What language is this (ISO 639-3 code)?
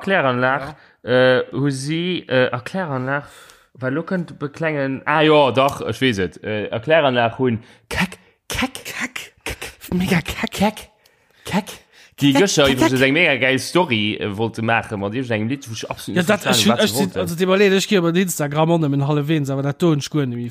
ltz